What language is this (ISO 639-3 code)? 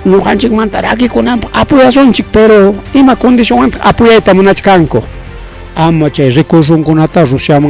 quy